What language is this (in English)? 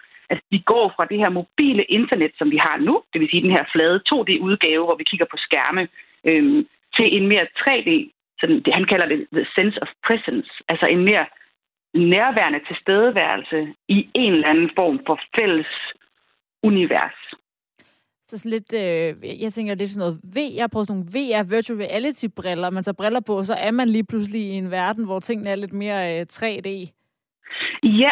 Danish